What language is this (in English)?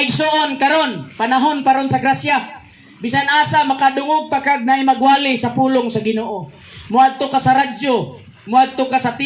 Cebuano